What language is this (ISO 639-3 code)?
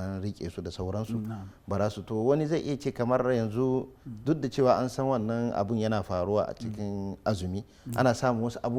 hau